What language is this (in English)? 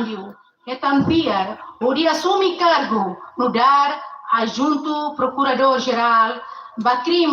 Tetum